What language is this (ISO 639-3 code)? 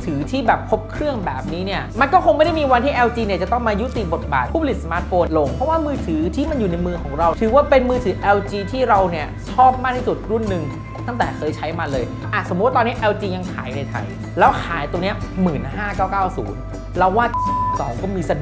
tha